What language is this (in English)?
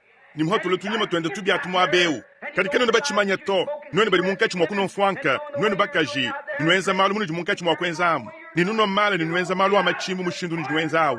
Luba-Lulua